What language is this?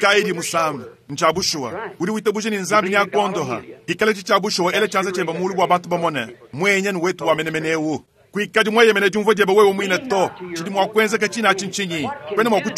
Luba-Lulua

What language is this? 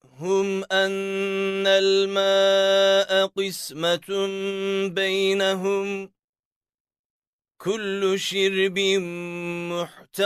Arabic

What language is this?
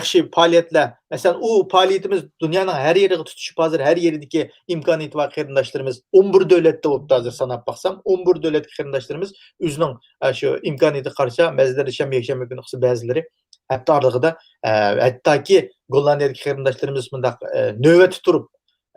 Uyghur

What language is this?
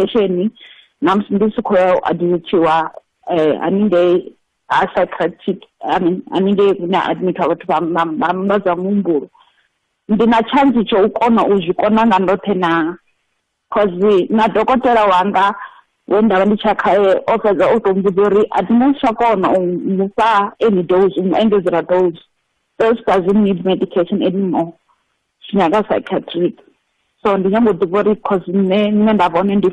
Venda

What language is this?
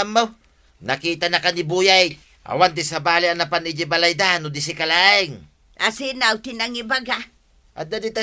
Iloko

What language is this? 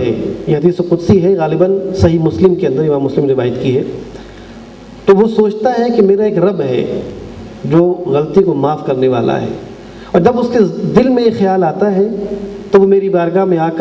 Urdu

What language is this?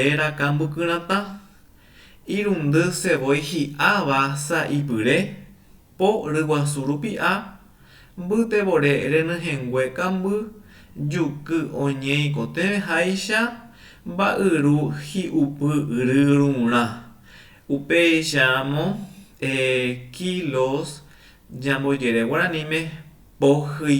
Guarani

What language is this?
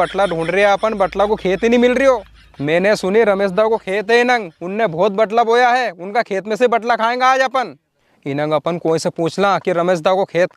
Rajasthani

